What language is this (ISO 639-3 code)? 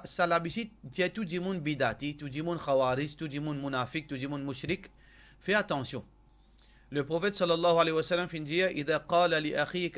mfe